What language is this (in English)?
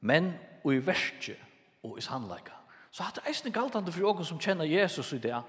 Faroese